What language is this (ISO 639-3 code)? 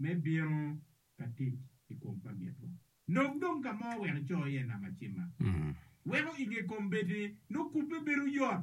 ach